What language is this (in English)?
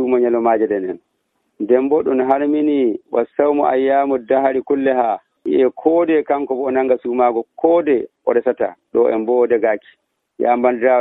Nigerian Fulfulde